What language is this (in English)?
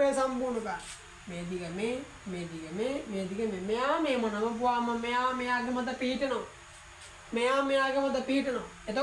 Sinhala